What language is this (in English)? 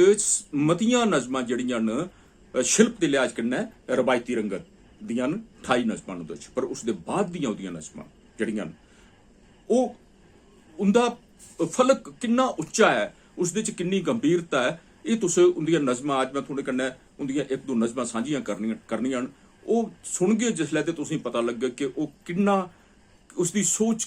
Dogri